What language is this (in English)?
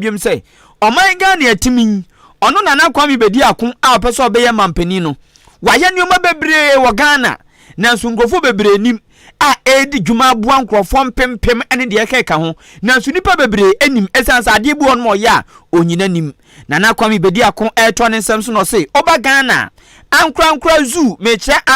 Akan